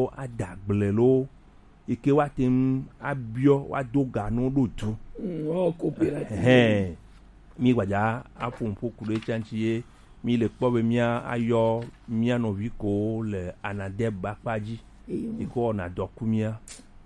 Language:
Gen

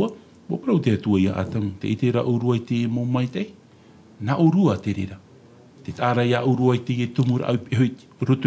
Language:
Tahitian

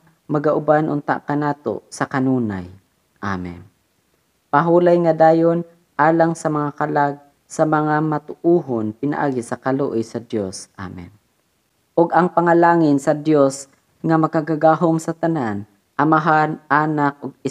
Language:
Cebuano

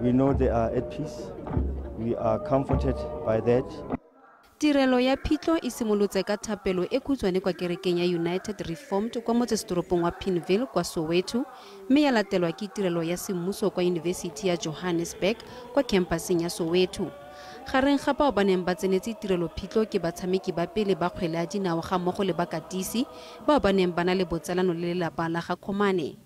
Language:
Tswana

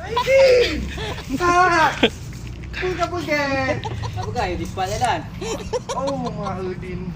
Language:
Achinese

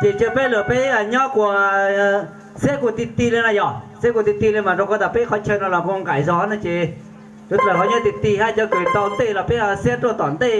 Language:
Hmong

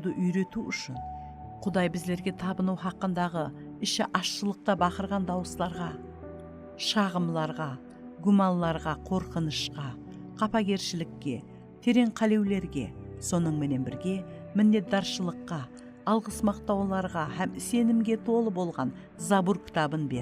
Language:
Kara-Kalpak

